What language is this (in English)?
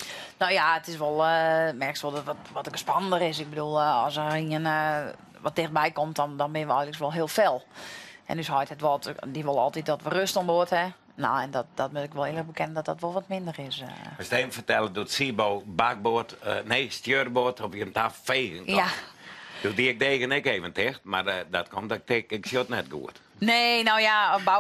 Western Frisian